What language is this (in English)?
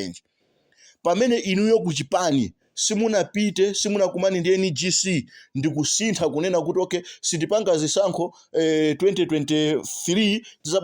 Nyanja